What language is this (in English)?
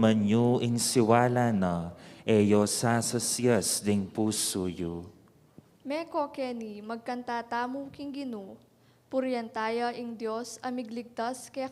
Pampanga